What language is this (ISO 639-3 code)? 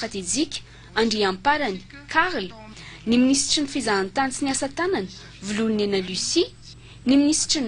mlg